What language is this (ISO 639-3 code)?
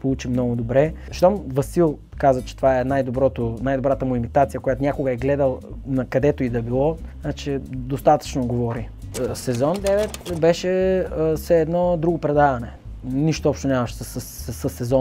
bul